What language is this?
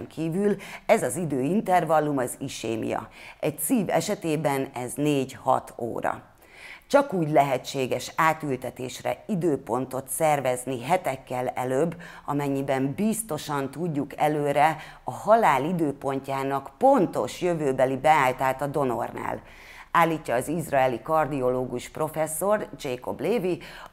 Hungarian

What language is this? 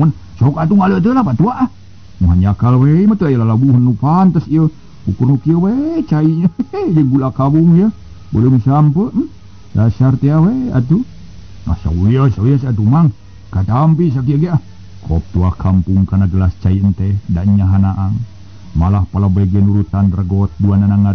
Sundanese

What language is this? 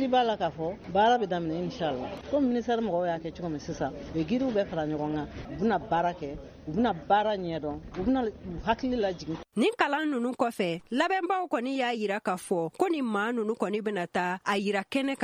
Bambara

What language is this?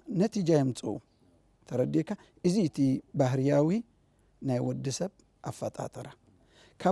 Tigrinya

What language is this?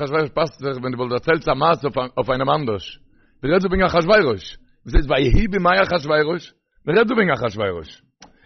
Yiddish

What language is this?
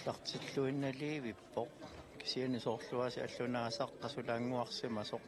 Kalaallisut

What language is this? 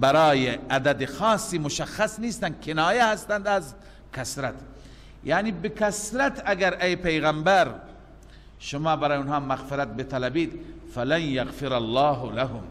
Persian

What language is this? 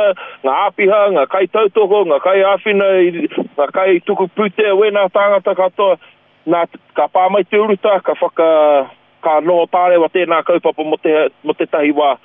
Māori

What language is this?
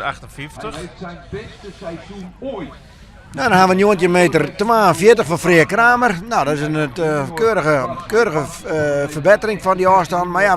Western Frisian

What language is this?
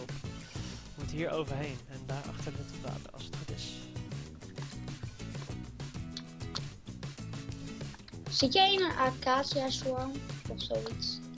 Dutch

